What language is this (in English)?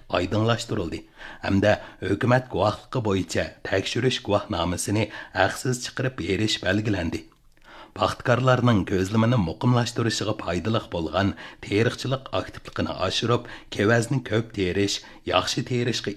Uyghur